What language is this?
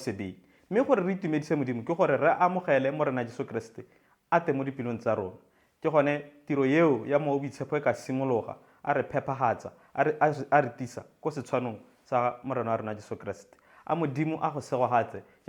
Tswana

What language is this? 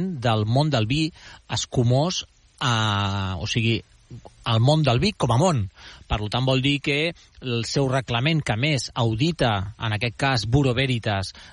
Catalan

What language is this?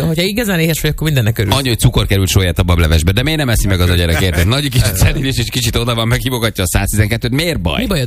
Hungarian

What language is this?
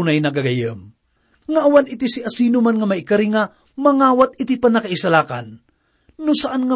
Iloko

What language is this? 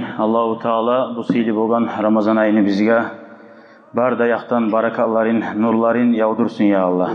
Kumyk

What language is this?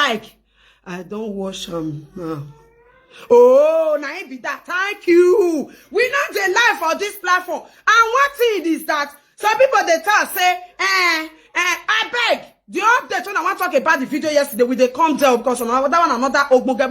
Nigerian Pidgin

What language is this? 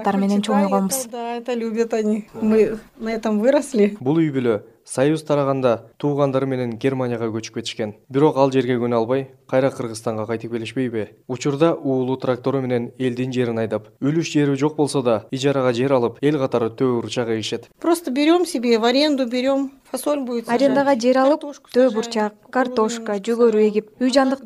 Kyrgyz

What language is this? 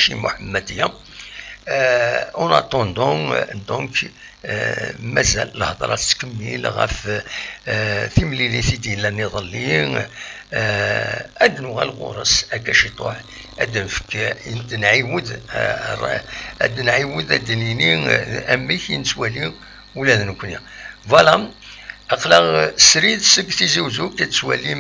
Kabyle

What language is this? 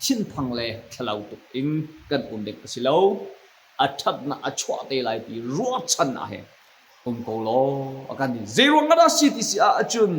Hakha Chin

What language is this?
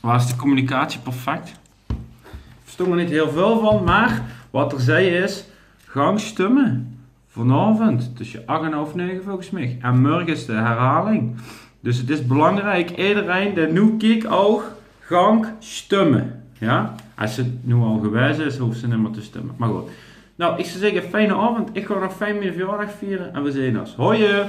Limburgish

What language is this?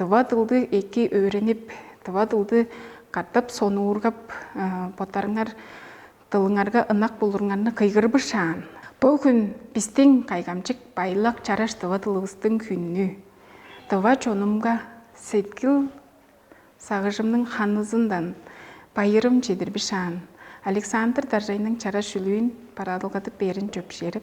Tuvinian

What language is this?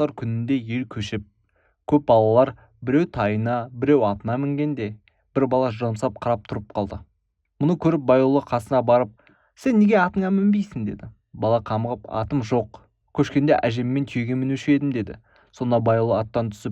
Kazakh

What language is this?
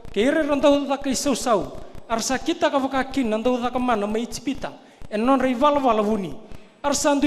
Fijian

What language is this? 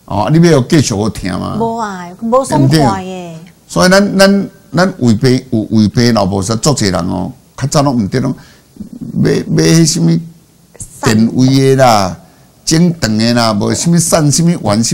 Min Nan Chinese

